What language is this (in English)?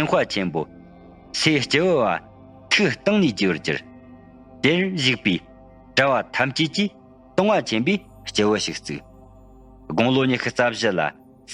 Tibetan